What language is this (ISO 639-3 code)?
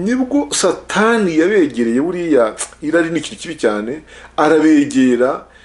kin